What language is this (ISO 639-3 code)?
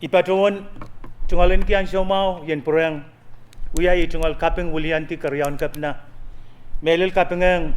pon